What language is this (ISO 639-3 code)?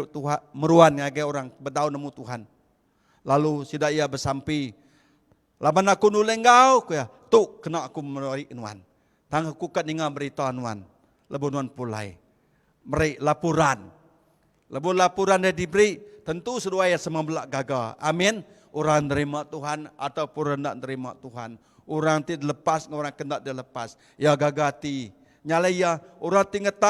iba